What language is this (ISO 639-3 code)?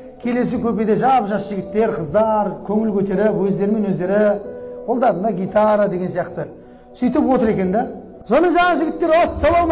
kaz